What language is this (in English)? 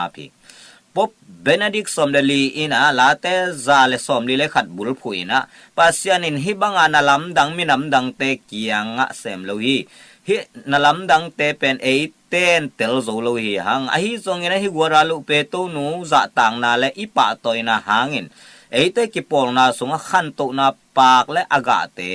Tedim Chin